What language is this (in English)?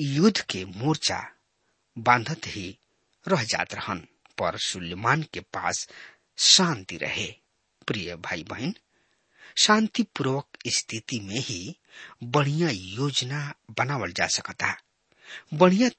Bhojpuri